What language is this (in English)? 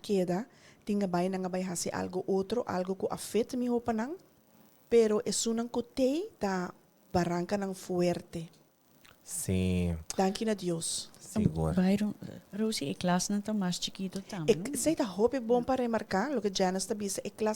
Papiamento